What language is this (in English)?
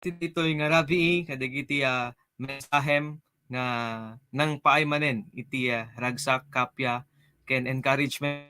Iloko